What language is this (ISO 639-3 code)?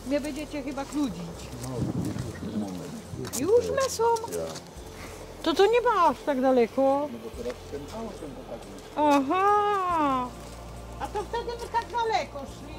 szl